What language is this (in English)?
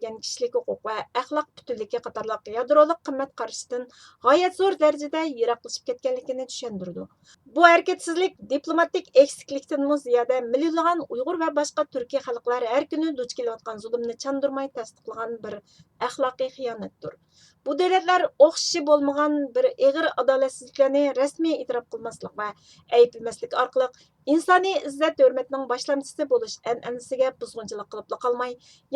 Uyghur